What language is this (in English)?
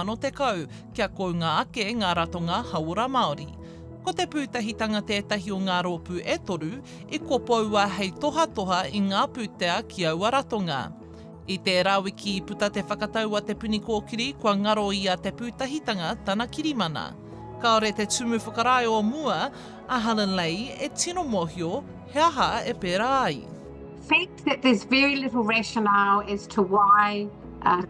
Māori